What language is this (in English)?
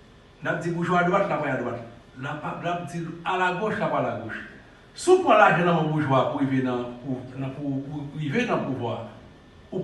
Haitian Creole